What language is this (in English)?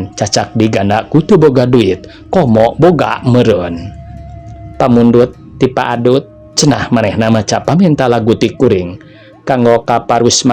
Sundanese